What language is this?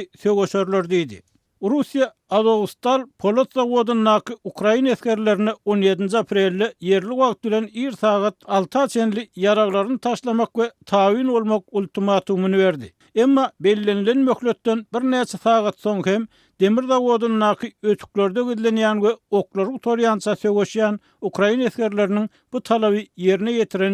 Turkmen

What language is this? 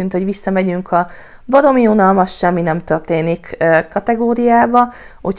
Hungarian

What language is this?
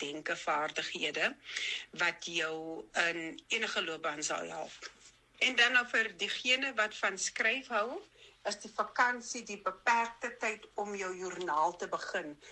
Afrikaans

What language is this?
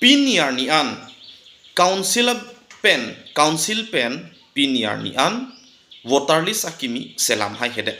Karbi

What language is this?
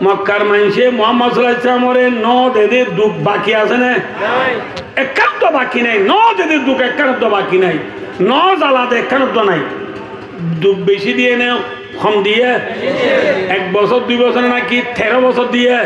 Rohingya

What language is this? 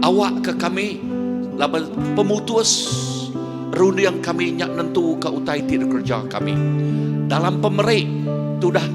Iban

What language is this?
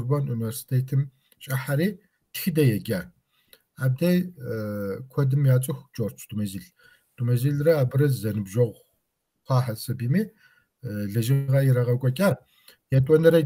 Kabardian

